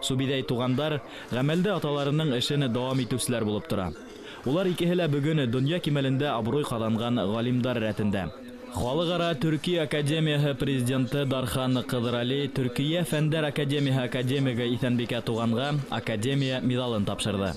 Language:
Bashkir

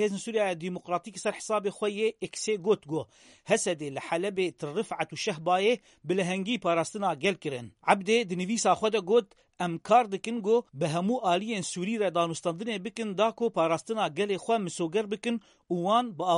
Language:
Kurdish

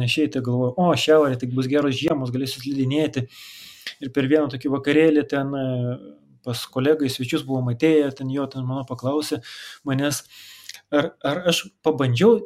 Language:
Lithuanian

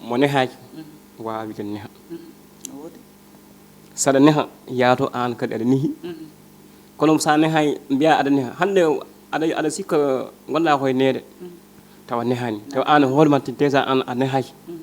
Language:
Fula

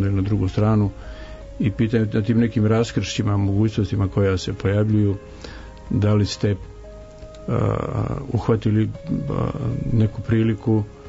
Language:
Serbian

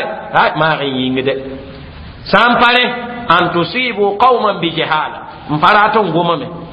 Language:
Mossi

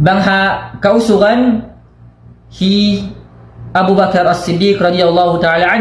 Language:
Tausug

